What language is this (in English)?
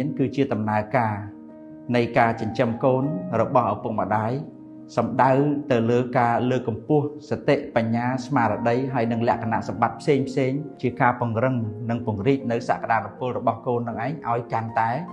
Khmer